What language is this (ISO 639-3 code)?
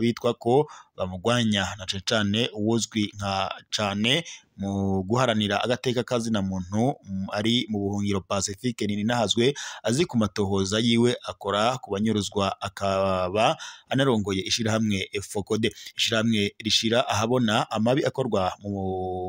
run